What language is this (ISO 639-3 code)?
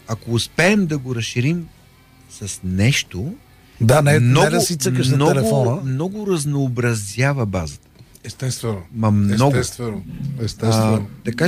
bul